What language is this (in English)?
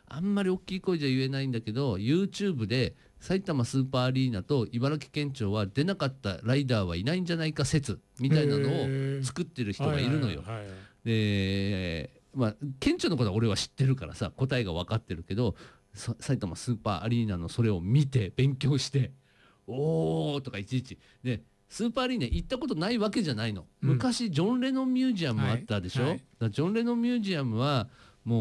Japanese